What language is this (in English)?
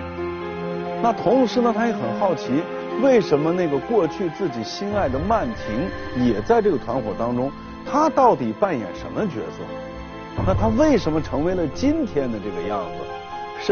Chinese